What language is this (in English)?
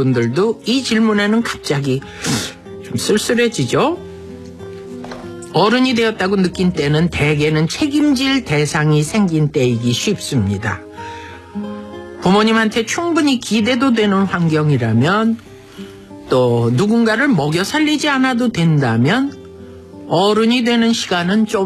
Korean